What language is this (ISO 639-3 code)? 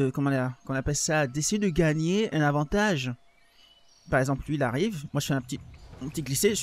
fra